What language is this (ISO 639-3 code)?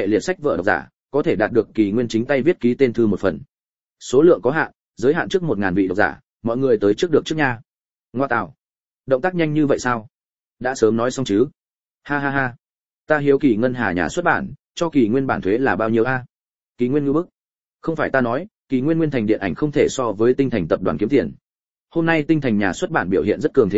vie